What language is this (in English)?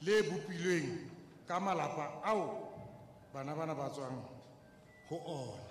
Southern Sotho